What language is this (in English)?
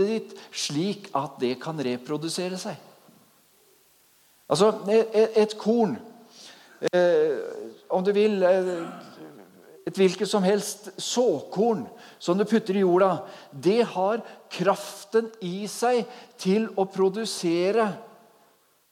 Norwegian